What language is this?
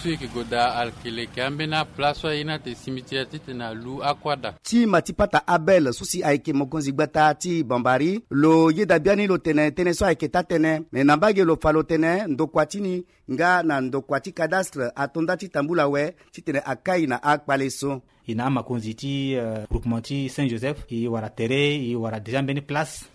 Sango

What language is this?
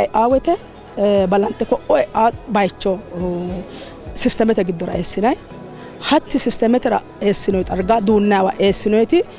Sidamo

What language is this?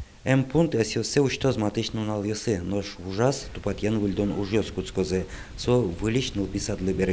Udmurt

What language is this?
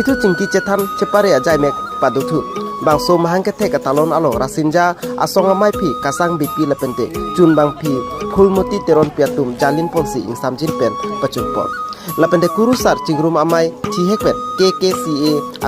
Karbi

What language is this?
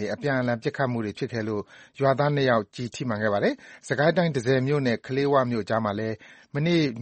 Burmese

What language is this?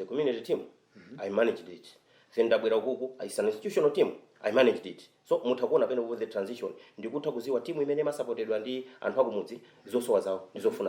Nyanja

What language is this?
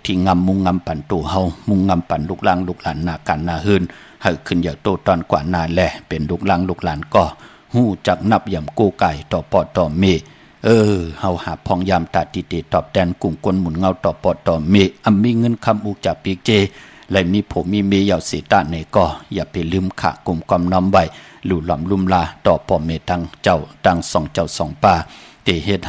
Shan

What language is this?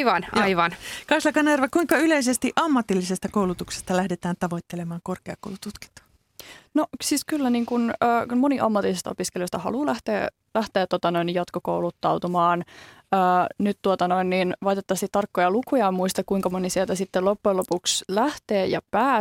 Finnish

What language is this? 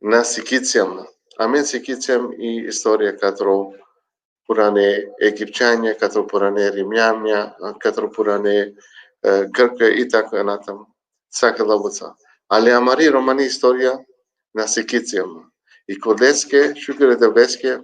Balkan Romani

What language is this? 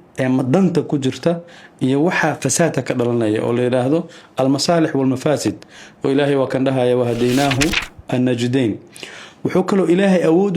Somali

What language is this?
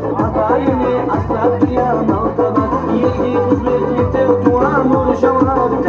Kara-Kalpak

